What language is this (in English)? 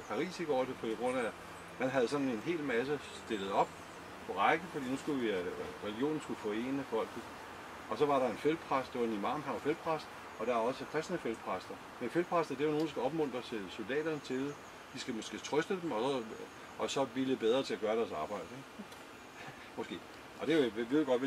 Danish